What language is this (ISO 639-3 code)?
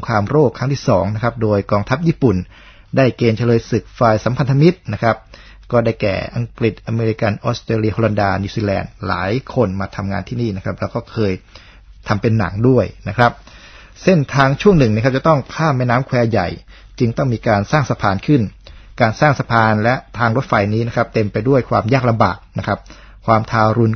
tha